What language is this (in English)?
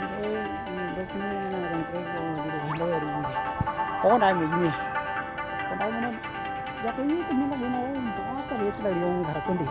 Western Dani